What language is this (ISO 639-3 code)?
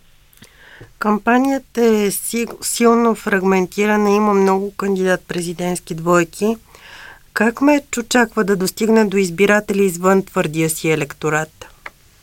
bul